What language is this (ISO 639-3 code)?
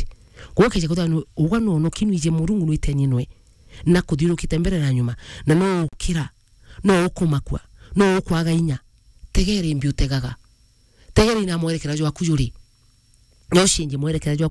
mer